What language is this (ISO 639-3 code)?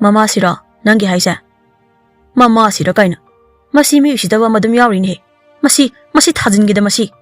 mni